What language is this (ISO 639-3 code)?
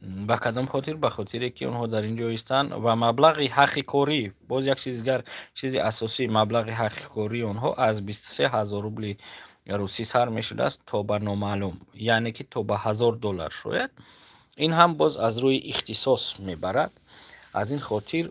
tgk